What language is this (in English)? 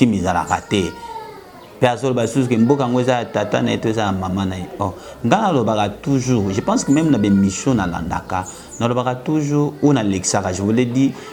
Lingala